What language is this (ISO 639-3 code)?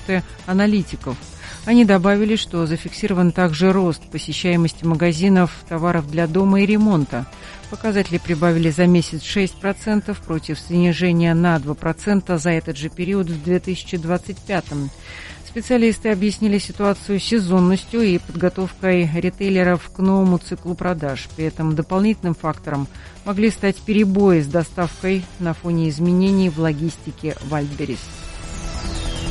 rus